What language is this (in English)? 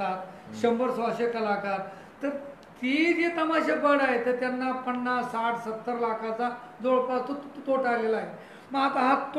Marathi